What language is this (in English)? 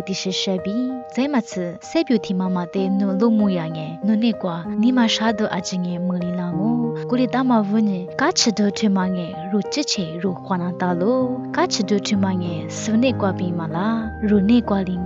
Lisu